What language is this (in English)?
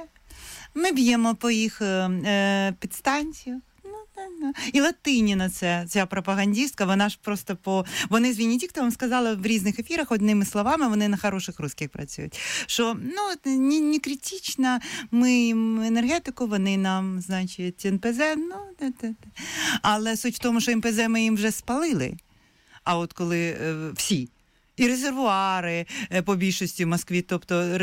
Ukrainian